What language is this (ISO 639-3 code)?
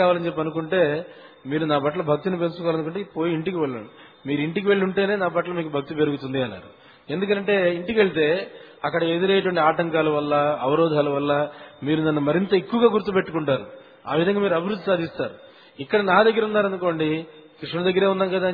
tel